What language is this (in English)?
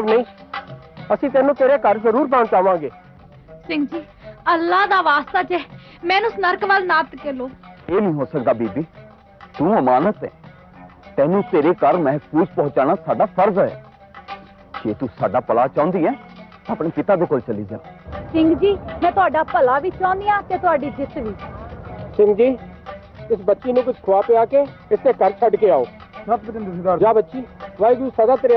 Punjabi